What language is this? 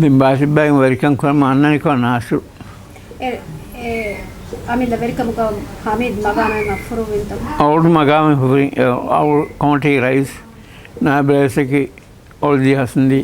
Divehi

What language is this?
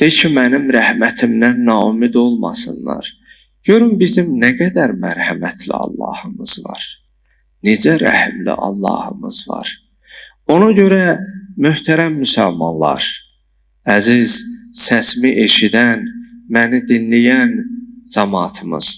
Azerbaijani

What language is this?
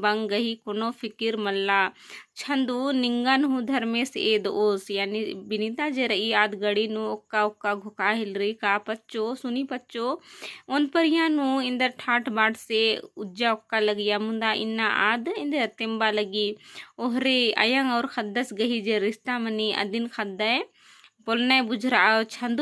Kurukh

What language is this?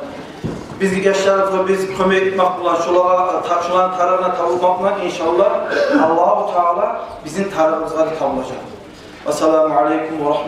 Kumyk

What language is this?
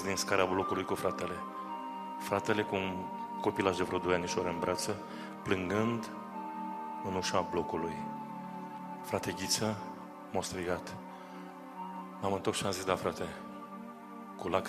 Romanian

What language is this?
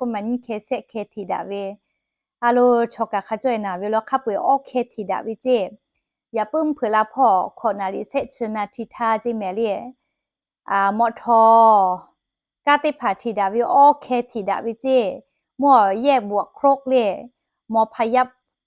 Lahu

